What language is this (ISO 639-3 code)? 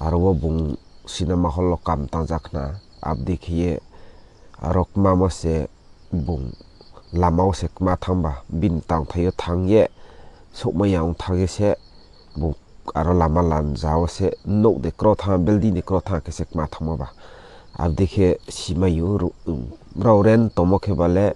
ria